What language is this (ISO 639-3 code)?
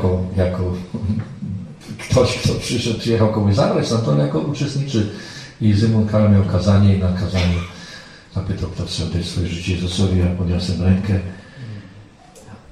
pol